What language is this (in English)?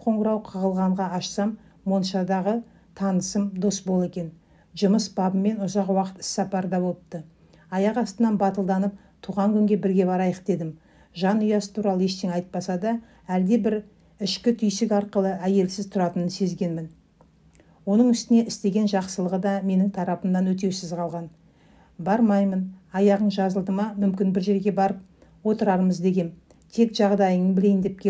Kazakh